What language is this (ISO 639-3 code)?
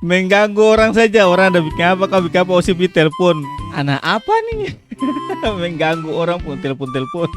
abs